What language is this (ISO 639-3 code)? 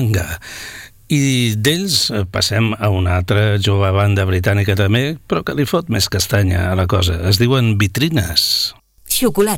cat